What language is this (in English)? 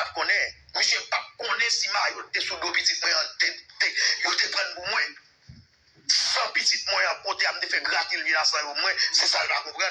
Haitian Creole